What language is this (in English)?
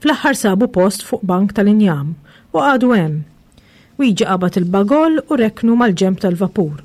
Maltese